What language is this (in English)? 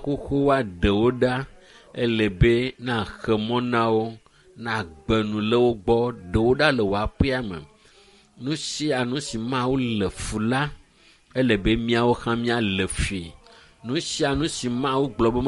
Ewe